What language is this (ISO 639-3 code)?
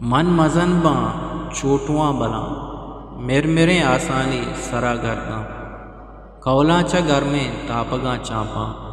bgp